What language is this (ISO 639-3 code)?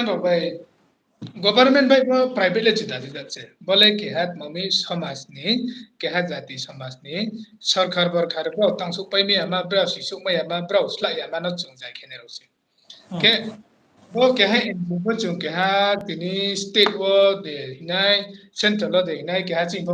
ria